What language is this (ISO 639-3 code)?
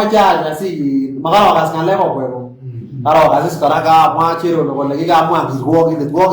kln